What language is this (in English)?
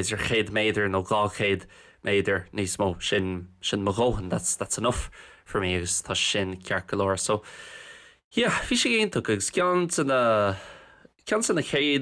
Irish